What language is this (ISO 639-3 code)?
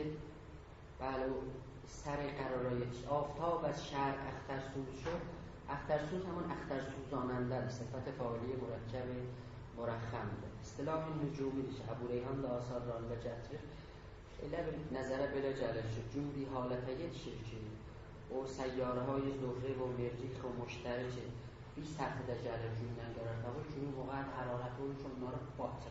azb